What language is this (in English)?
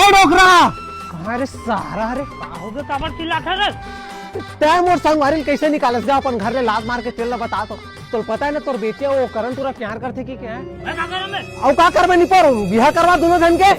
Chhattisgarhi